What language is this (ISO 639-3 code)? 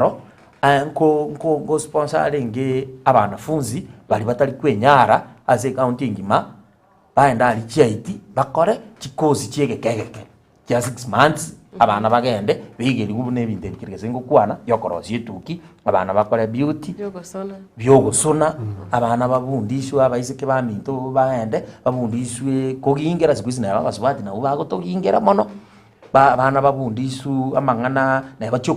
guz